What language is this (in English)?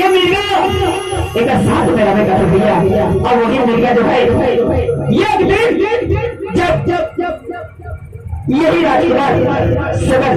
Chhattisgarhi